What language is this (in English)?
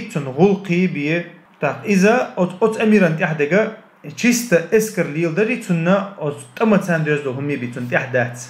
Chechen